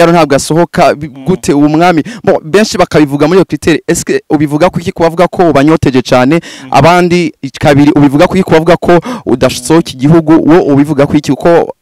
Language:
Rundi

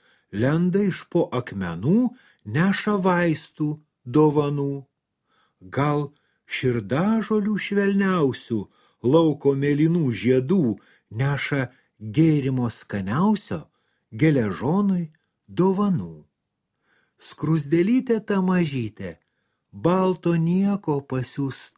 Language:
Lithuanian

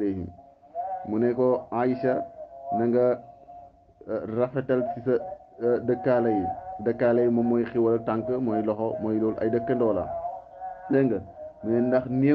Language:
Wolof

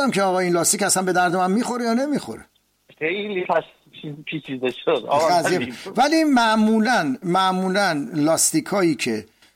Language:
Persian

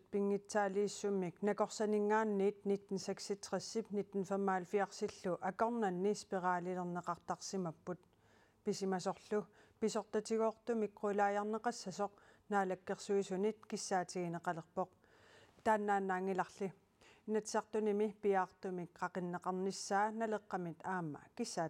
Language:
Kalaallisut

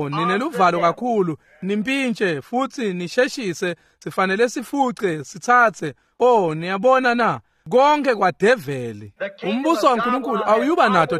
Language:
Swati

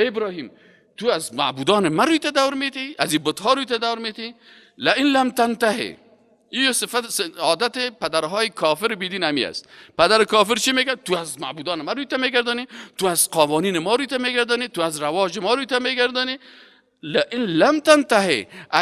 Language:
Persian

